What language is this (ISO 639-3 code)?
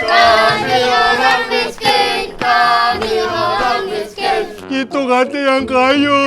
mui